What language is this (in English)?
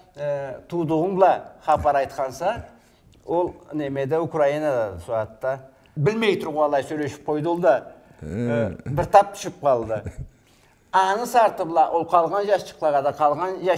Karachay-Balkar